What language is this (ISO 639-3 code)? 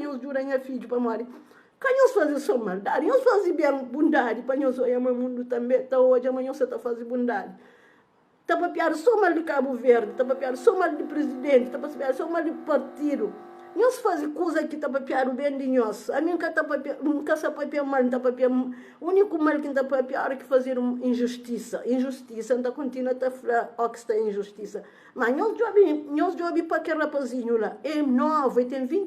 kea